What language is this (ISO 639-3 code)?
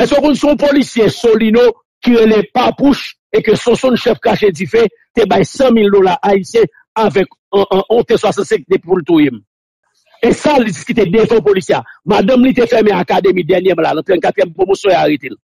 hat